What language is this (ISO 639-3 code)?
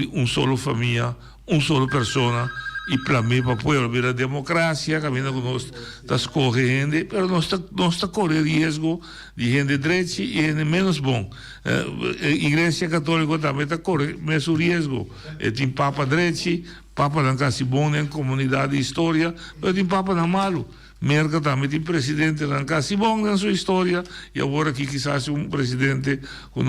pap